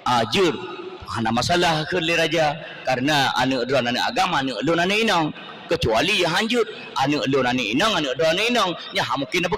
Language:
Achinese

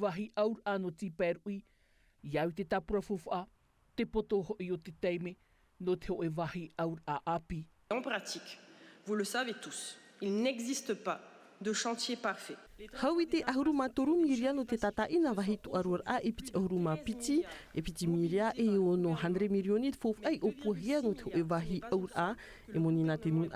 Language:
Tahitian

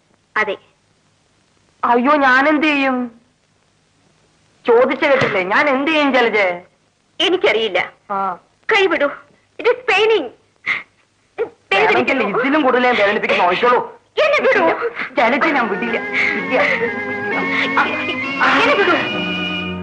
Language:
Malayalam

